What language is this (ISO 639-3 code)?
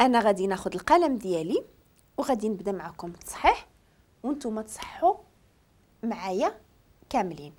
ary